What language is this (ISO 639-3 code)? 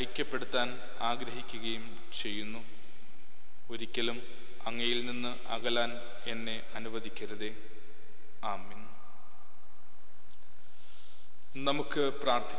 mal